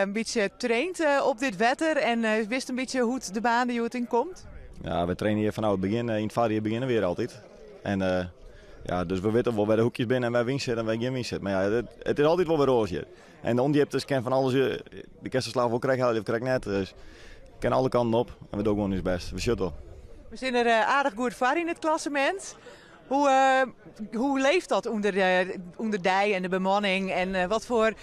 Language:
Western Frisian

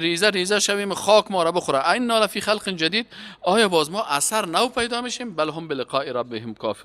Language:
Persian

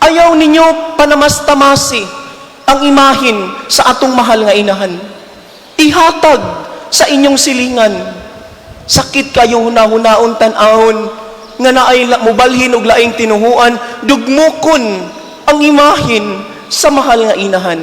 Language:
Cebuano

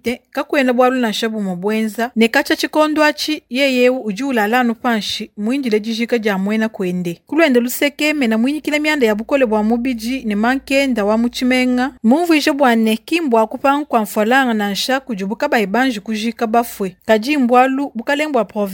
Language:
Luba-Lulua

